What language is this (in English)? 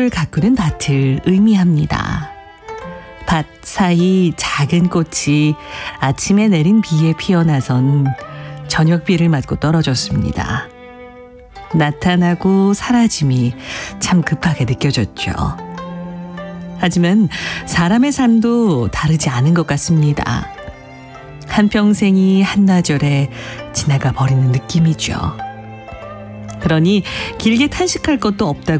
Korean